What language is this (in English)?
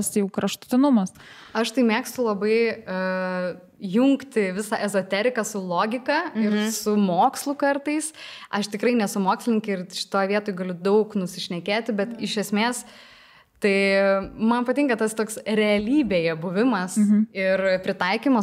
Lithuanian